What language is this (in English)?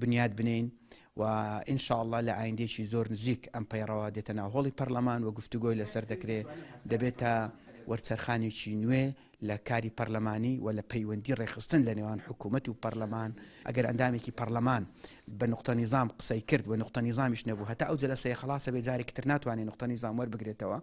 Central Kurdish